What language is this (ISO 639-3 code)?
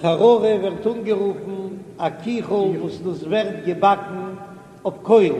yid